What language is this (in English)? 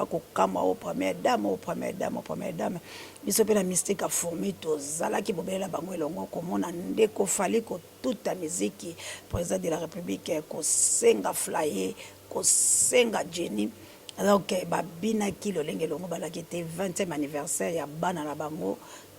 Lingala